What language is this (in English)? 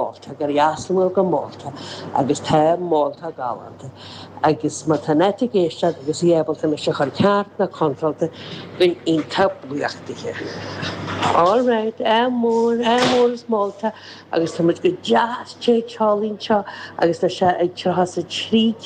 Irish